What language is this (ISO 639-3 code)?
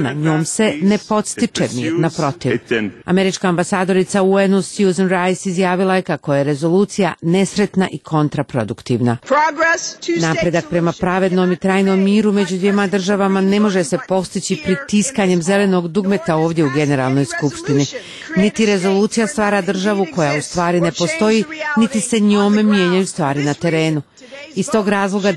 bos